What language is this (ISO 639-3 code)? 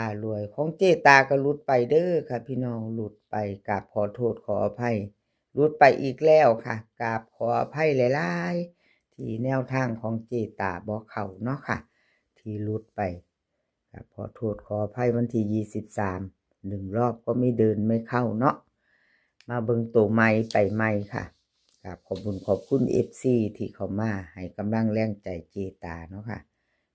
tts